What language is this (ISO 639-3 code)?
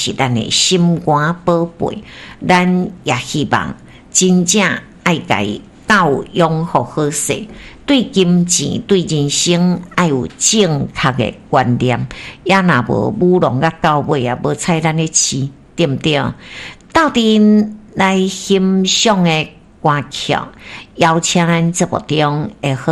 nan